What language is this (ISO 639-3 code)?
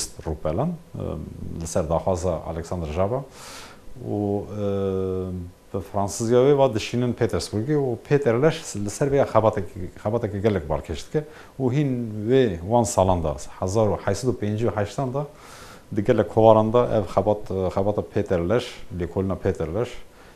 kur